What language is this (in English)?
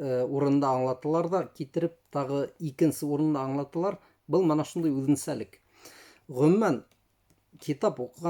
Bashkir